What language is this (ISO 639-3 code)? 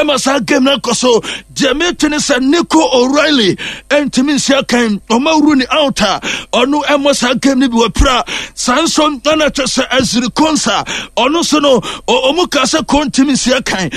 aka